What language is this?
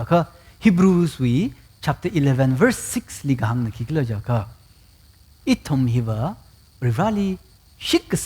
Tangkhul Naga (India)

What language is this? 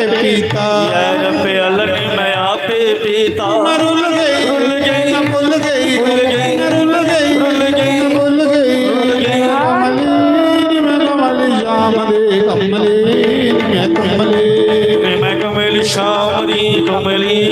Dogri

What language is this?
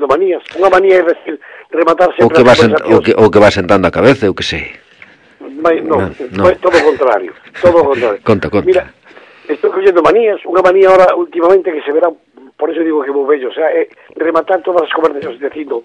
Galician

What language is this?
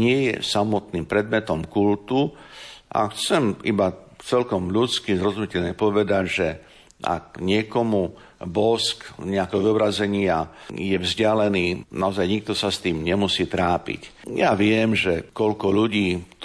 Slovak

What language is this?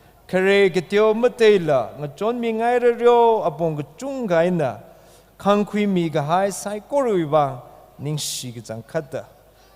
Tangkhul Naga (India)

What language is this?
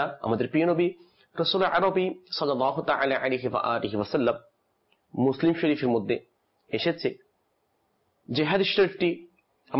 Bangla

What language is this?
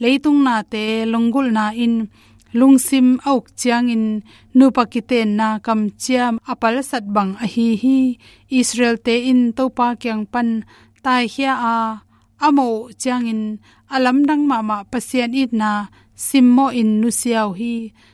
Tedim Chin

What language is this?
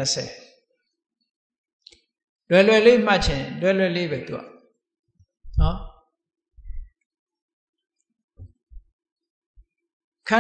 Burmese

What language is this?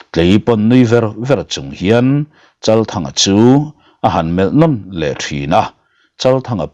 Mizo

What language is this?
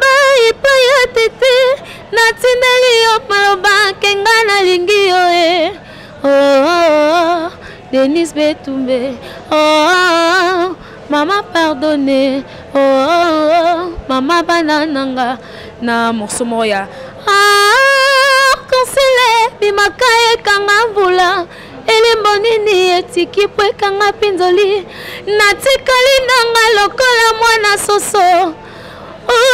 Lingala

